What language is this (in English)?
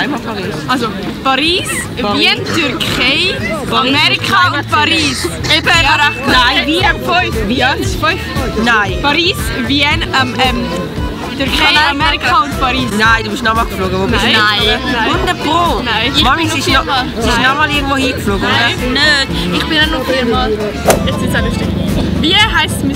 Swiss German